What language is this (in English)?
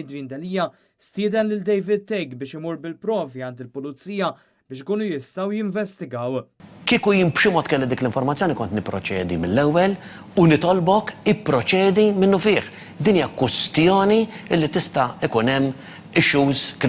Maltese